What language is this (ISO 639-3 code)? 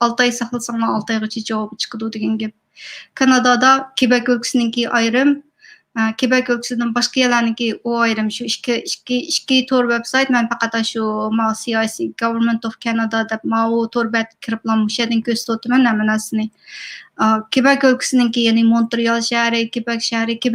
uig